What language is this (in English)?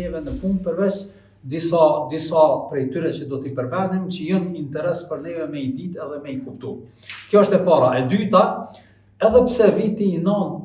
Albanian